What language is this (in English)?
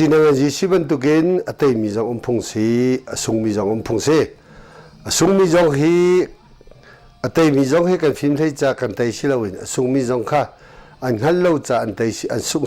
Hakha Chin